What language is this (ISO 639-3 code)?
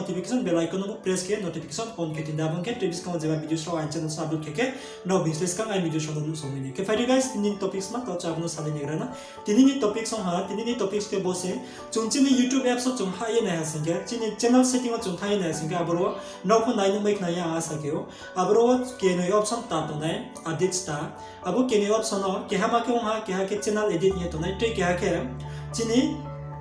ria